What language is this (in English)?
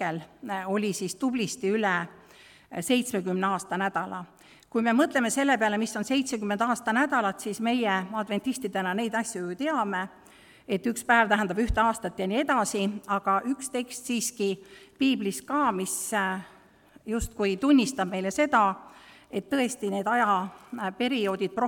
Estonian